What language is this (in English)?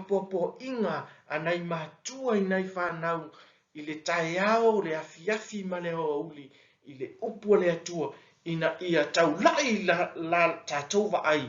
Samoan